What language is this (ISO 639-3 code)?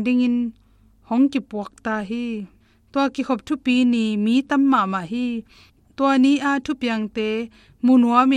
ctd